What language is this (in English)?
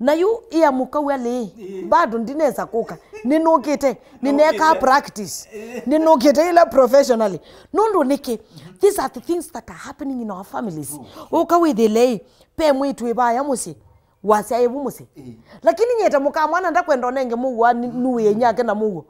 Kamba